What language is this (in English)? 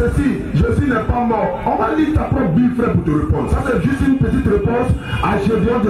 French